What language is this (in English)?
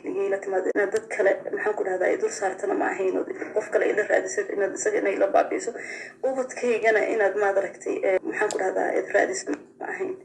Somali